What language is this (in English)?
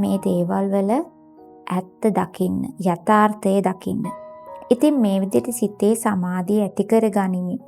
Sinhala